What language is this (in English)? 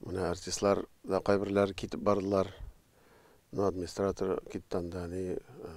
Tatar